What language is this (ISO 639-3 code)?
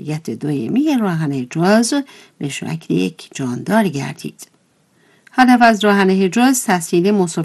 fas